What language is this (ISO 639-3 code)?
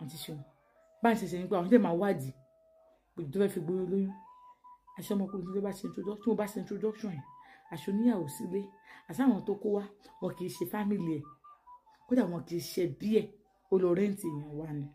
yor